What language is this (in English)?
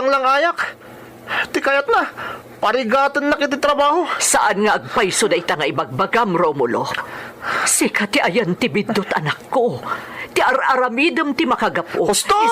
Iloko